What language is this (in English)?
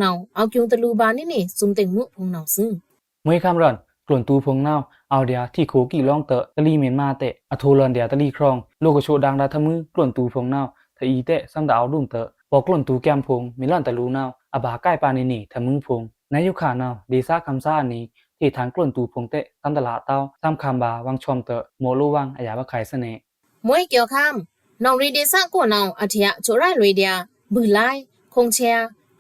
Pa'o Karen